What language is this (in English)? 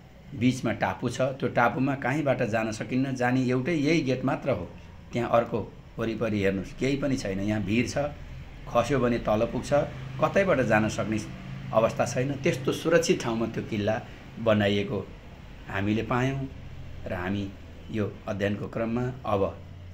Nepali